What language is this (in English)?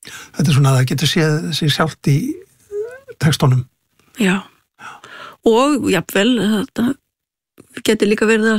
Icelandic